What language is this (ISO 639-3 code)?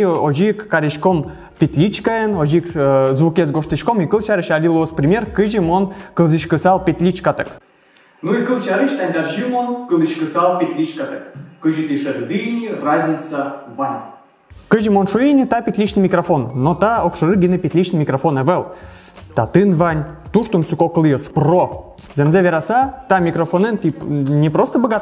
udm